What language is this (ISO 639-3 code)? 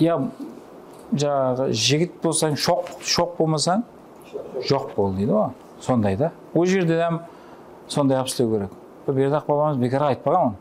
kaa